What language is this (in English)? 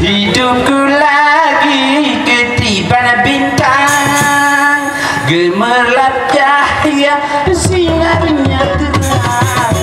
Sasak